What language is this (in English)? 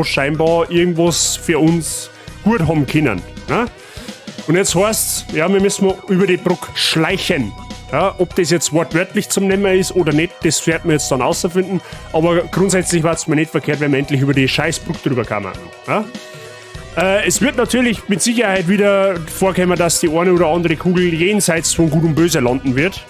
Bavarian